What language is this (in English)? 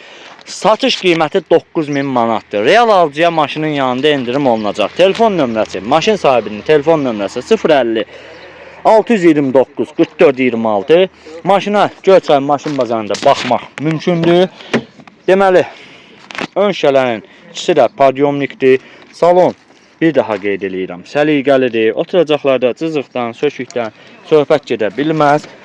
Azerbaijani